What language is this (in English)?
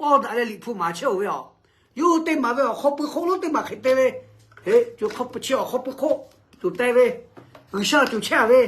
Lahu